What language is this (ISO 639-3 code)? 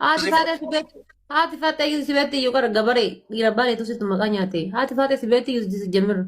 orm